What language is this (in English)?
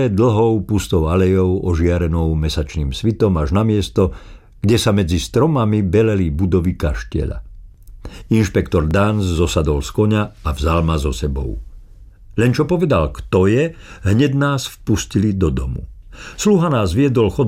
Slovak